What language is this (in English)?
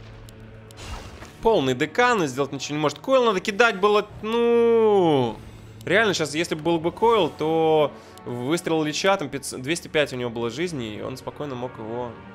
Russian